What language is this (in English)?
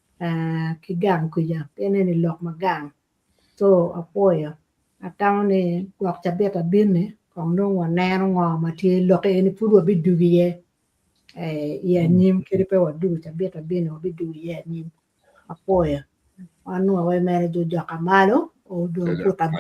Acoli